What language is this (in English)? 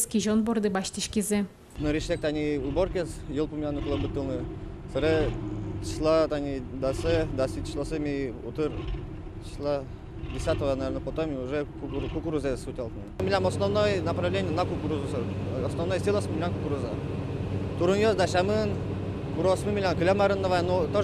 Udmurt